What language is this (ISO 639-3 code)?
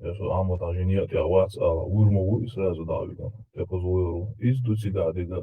che